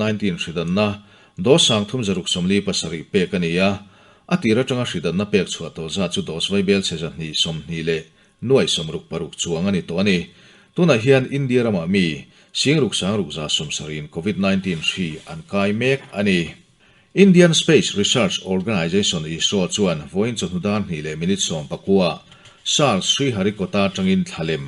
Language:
Mizo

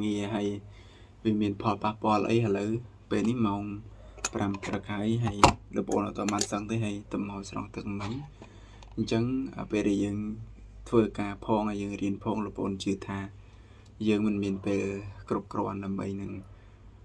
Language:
Khmer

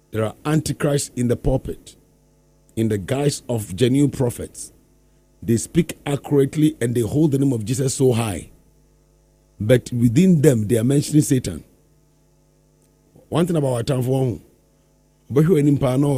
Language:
English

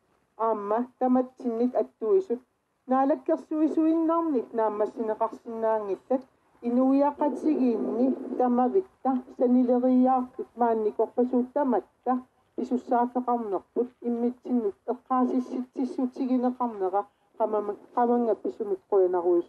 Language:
Kalaallisut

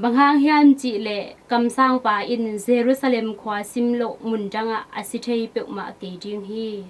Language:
Tedim Chin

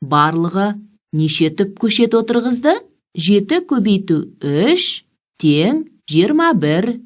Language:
Kazakh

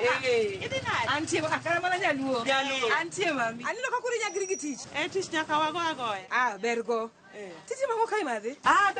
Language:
Luo (Kenya and Tanzania)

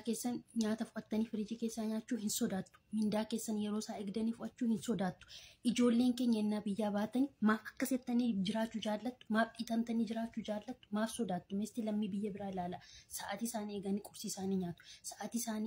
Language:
Oromo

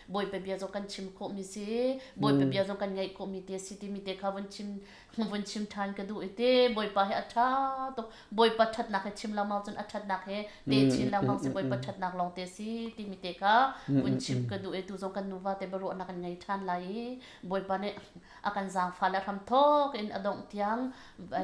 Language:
Hakha Chin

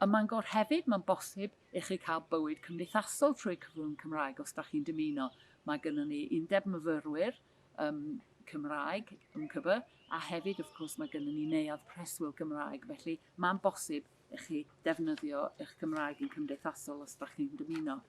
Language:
Welsh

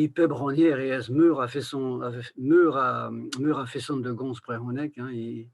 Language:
Breton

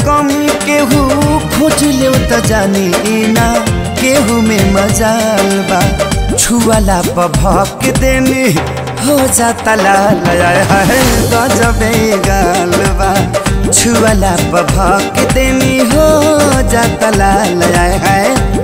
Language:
Bhojpuri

